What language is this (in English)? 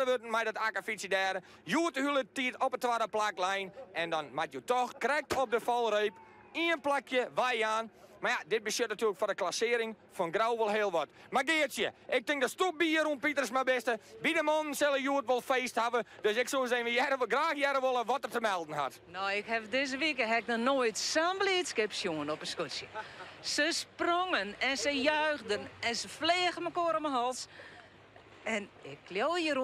Western Frisian